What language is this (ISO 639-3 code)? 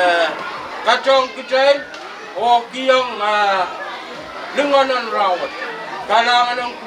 pon